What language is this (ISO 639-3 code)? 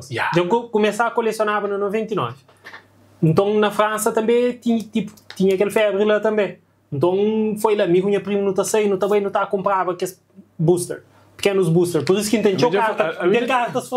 kea